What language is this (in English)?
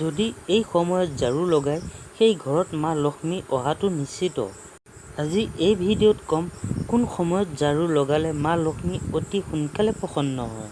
Assamese